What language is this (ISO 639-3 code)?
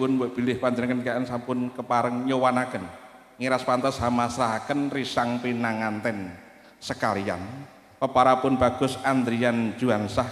jav